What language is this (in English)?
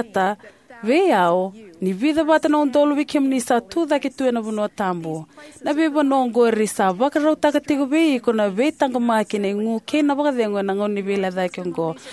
Fijian